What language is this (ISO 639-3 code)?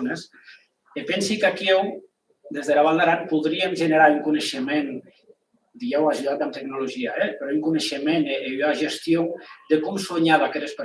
oci